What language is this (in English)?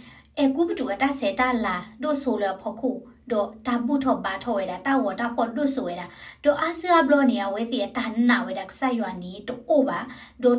S'gaw Karen